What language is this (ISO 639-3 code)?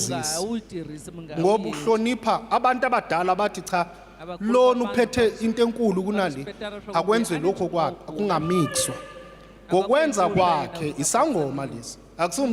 zul